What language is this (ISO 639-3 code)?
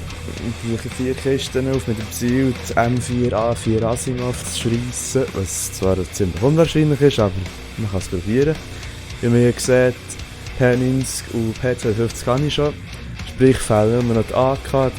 gsw